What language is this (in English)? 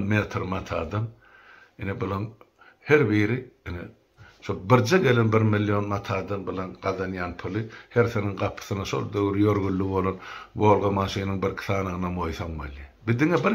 Turkmen